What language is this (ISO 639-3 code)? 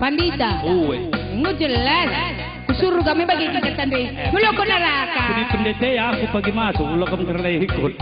btx